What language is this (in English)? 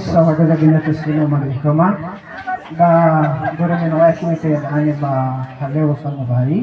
Nias